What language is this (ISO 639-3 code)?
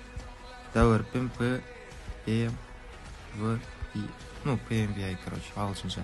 kaa